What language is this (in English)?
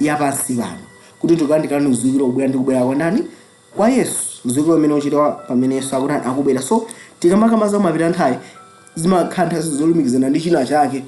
Nyanja